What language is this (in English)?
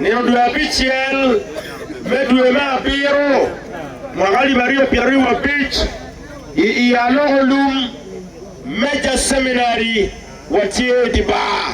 Acoli